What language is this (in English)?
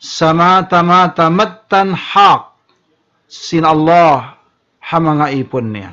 Tausug